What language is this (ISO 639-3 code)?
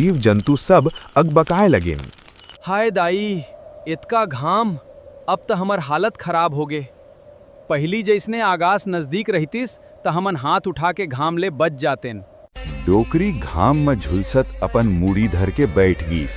hne